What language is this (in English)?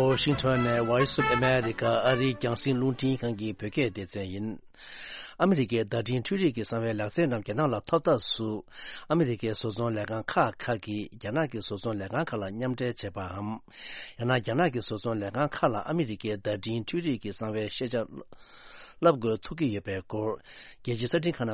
Tibetan